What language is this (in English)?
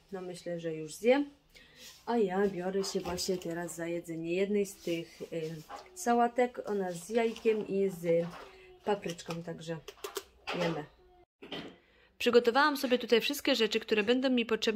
Polish